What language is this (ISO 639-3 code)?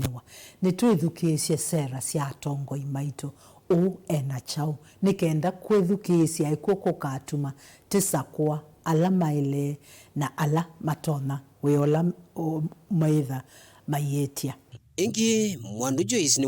kam